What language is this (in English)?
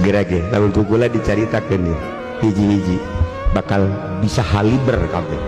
Sundanese